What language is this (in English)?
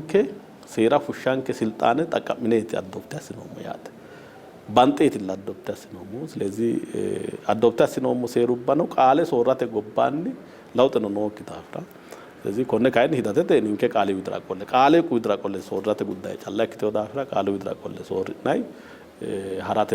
Sidamo